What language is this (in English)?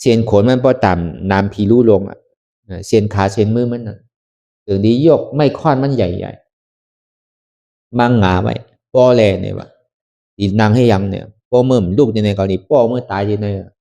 Shan